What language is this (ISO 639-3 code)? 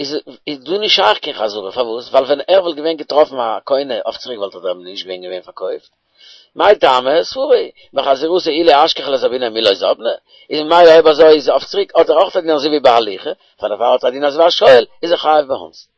yid